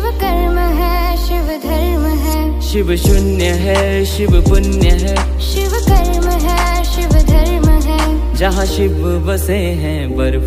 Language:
Hindi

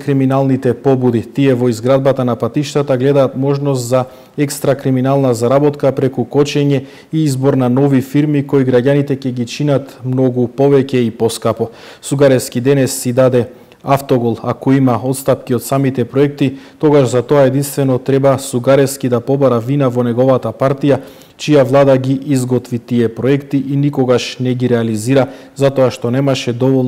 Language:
Macedonian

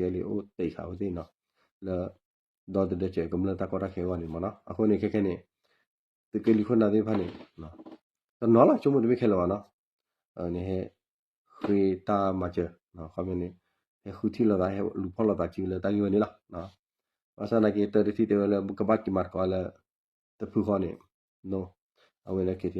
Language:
S'gaw Karen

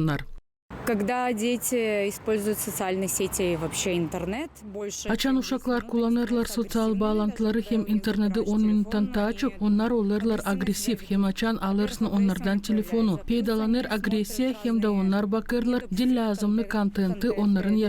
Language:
Gagauz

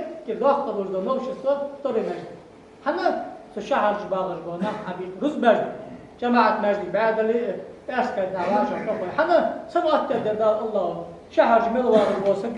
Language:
Ingush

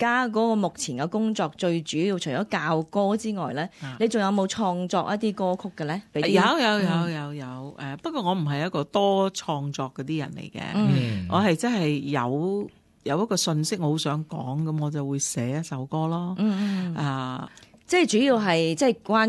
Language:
Cantonese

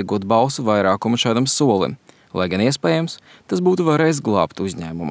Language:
Latvian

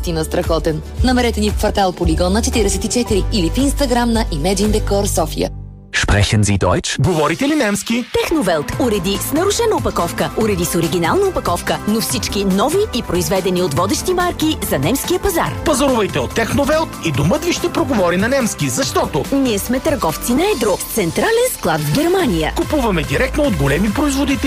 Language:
Bulgarian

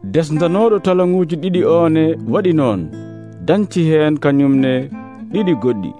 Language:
Nigerian Fulfulde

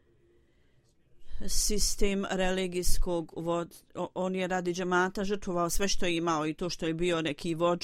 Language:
Bosnian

